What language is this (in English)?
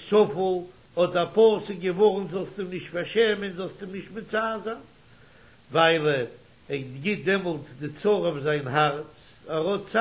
Yiddish